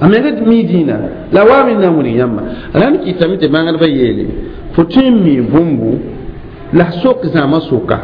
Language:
Mossi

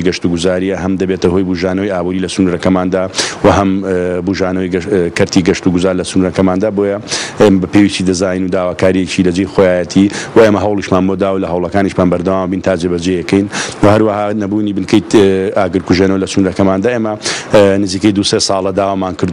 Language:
Central Kurdish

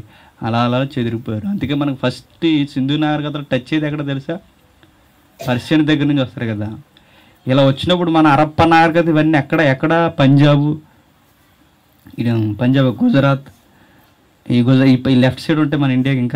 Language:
Telugu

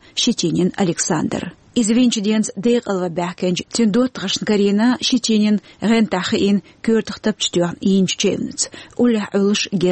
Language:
Chechen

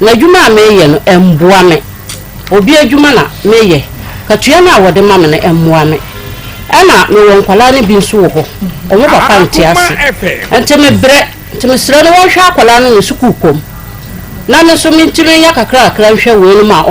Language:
Akan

